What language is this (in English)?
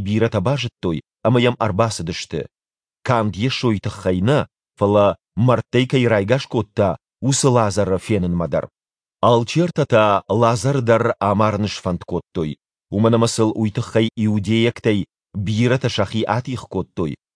Ossetic